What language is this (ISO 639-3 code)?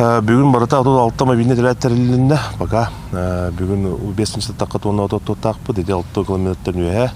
sah